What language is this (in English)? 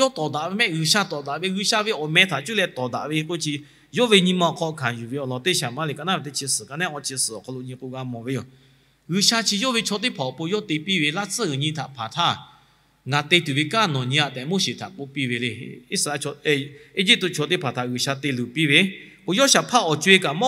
Lahu